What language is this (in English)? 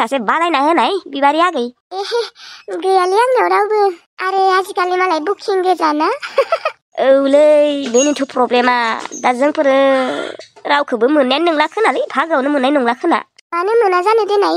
Bodo